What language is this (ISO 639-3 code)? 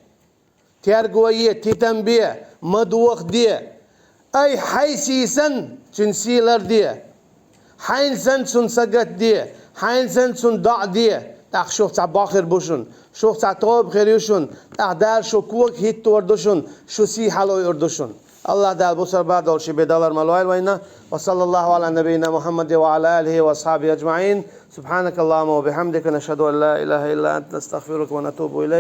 che